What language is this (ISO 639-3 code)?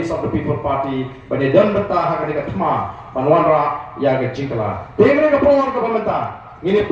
kha